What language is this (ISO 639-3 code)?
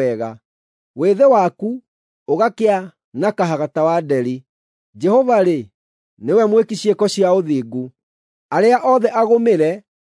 kik